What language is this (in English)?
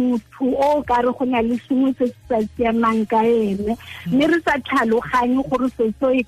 Tswana